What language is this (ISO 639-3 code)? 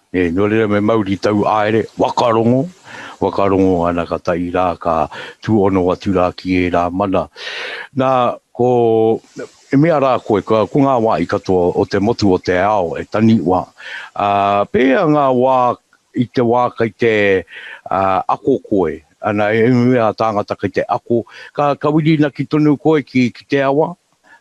mri